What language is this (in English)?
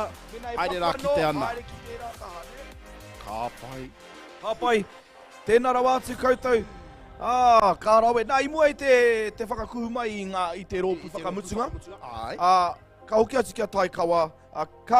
Māori